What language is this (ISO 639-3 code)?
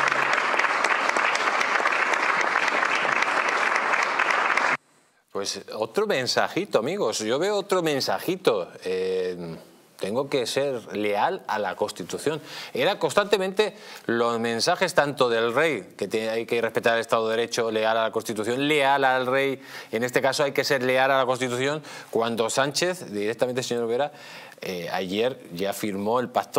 spa